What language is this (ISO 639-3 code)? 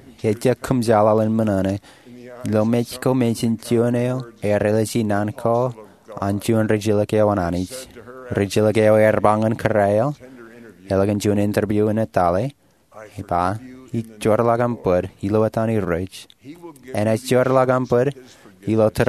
mah